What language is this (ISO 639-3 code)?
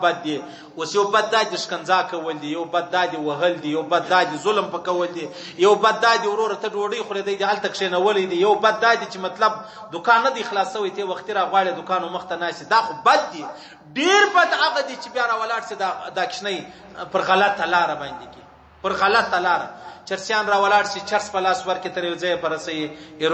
pus